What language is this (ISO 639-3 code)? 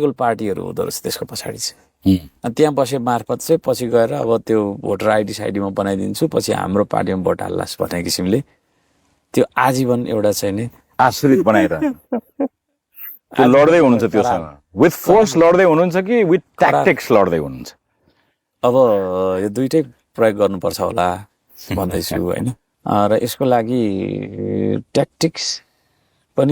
nep